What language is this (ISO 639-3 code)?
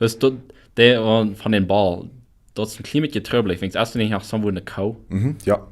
pdt